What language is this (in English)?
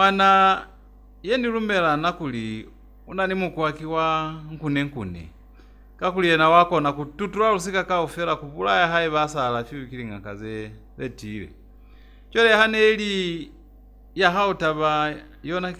Lozi